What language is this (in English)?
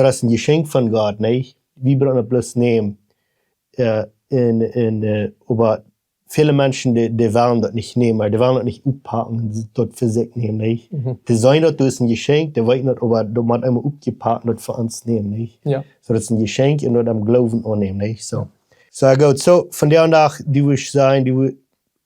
Plautdietsch